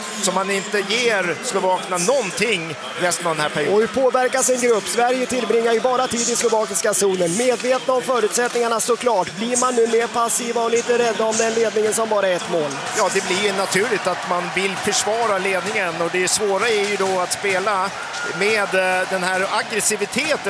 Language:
Swedish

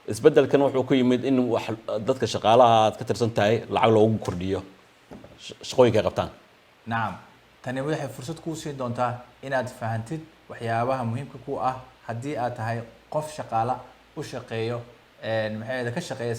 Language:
Somali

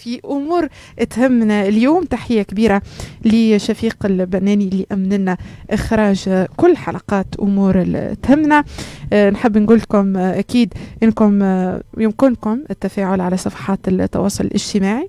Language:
Tunisian Arabic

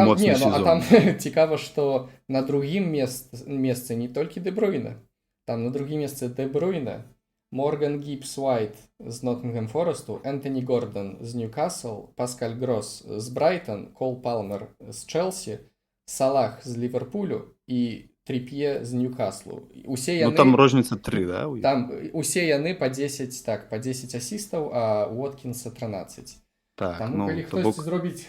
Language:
Belarusian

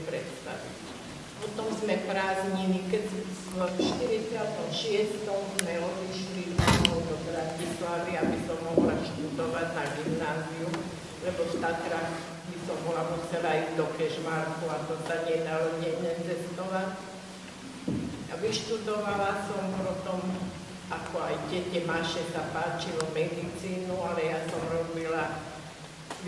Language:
Slovak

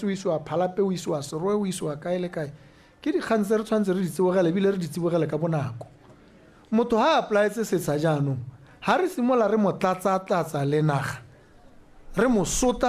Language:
Tswana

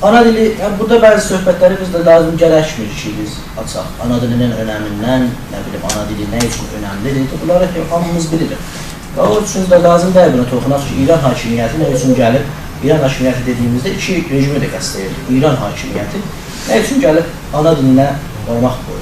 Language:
South Azerbaijani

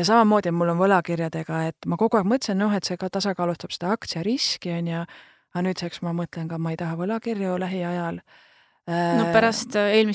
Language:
Estonian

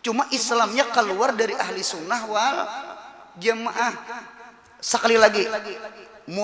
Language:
Banjar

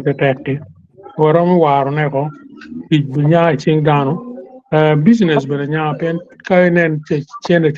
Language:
Acoli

